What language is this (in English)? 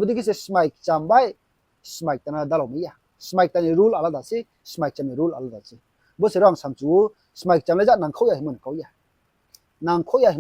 Riang (India)